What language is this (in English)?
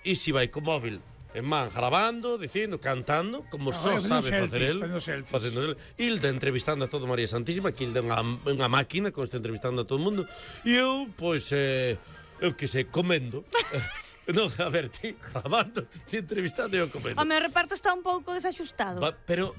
Galician